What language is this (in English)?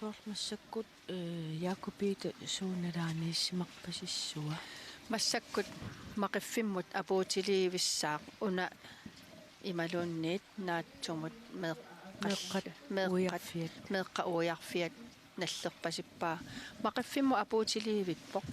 Kalaallisut